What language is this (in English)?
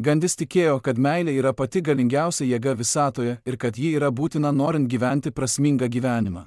Lithuanian